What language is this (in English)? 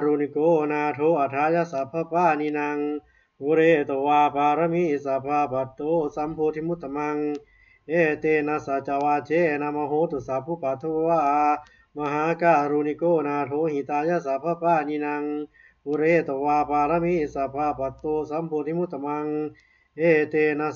Pali